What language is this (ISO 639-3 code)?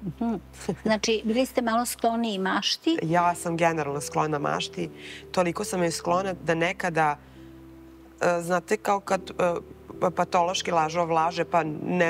srp